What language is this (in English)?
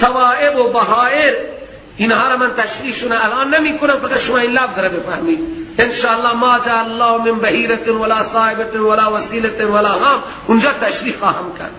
Persian